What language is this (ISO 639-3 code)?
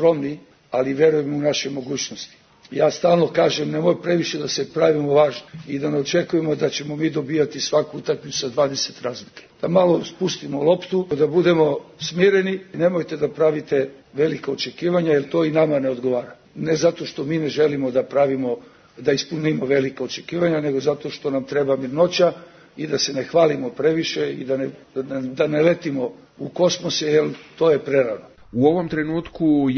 srp